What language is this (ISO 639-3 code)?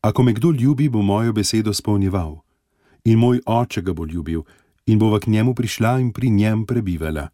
slv